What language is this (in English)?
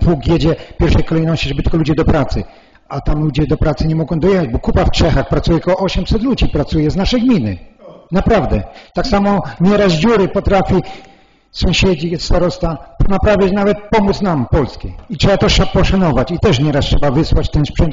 Polish